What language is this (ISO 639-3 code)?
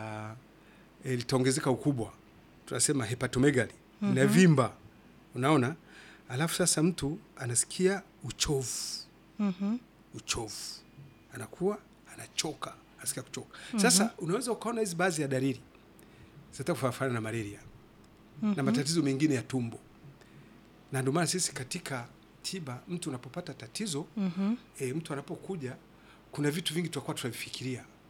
swa